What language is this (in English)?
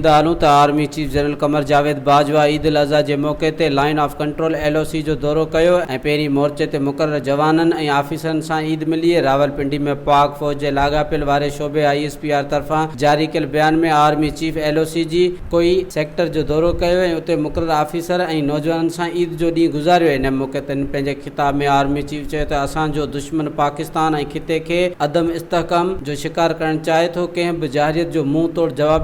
Sindhi